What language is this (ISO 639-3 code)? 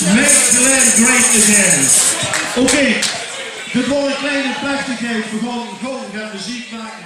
lim